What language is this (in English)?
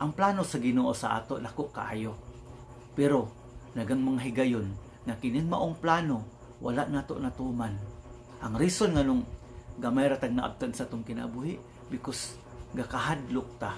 Cebuano